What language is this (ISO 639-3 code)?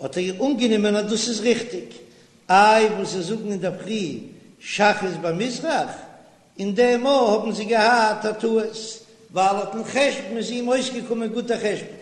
yid